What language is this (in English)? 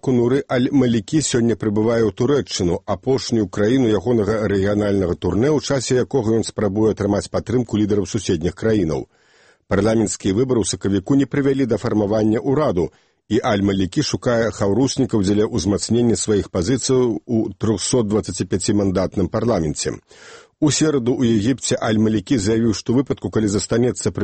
Belarusian